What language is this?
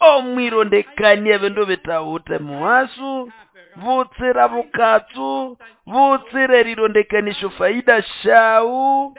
Nande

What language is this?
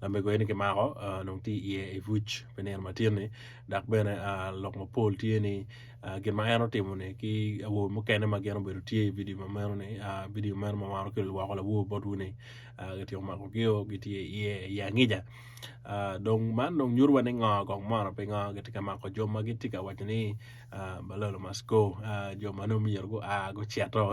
Acoli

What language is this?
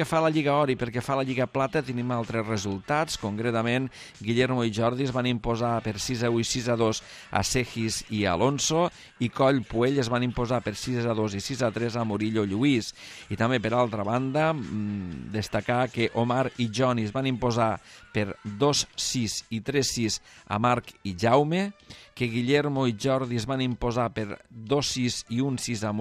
Catalan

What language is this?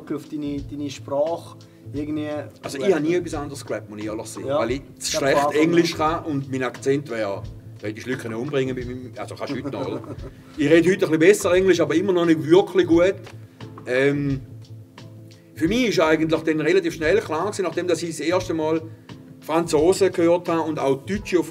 German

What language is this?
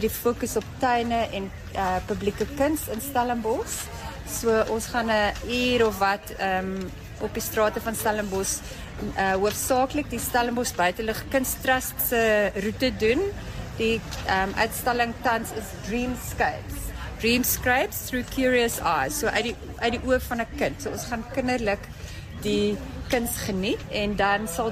Afrikaans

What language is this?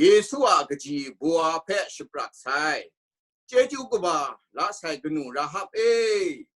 Kachin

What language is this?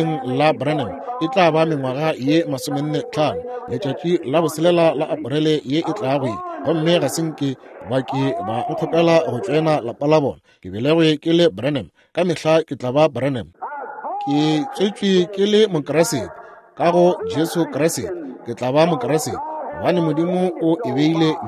Northern Sotho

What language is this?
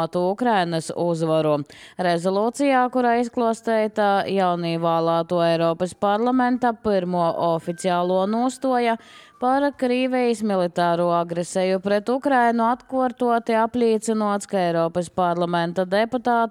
Latvian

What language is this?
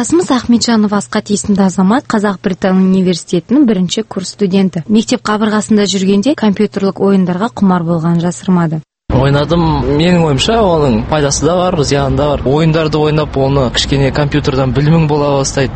Kazakh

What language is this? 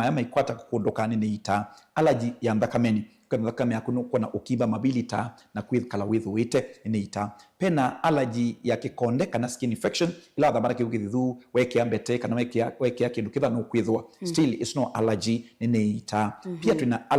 Kamba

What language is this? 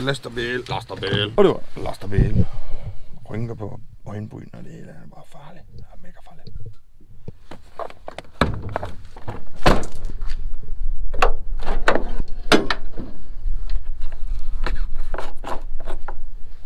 Danish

